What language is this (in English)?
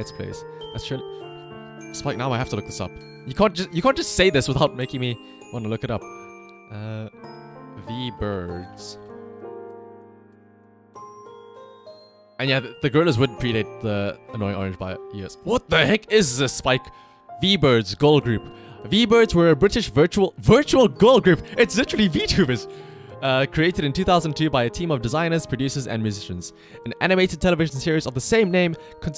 English